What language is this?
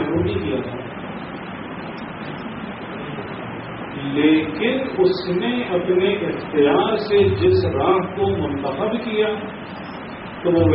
Urdu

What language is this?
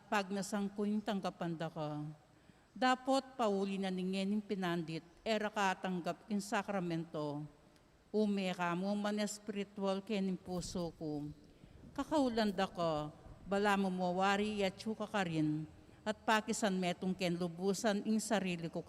Pampanga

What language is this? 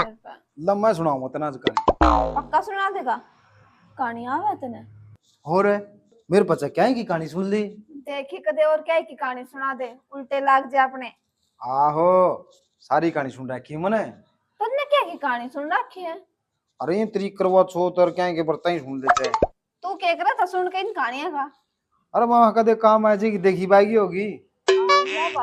Haryanvi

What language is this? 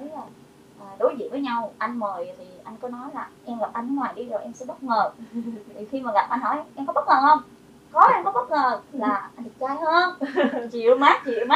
Vietnamese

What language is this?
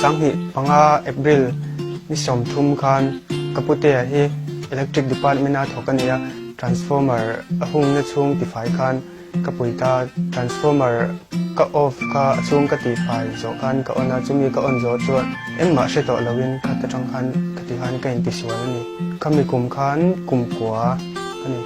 Mizo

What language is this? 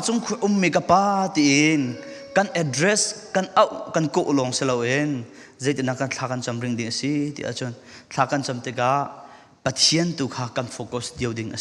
Falam Chin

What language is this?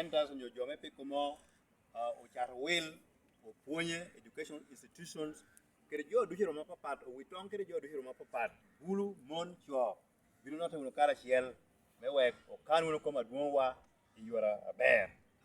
Lango (Uganda)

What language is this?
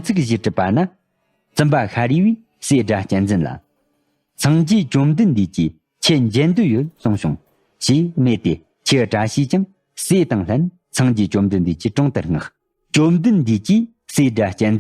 Tibetan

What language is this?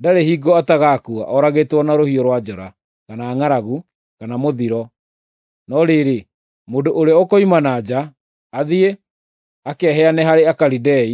Kikuyu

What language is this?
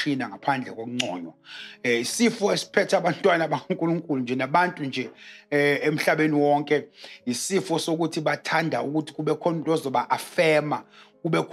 Zulu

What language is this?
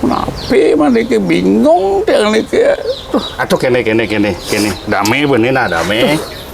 Balinese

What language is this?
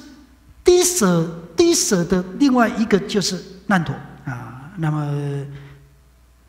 Chinese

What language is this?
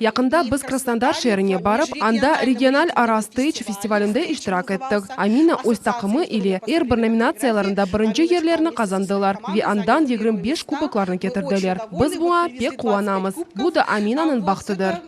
Crimean Tatar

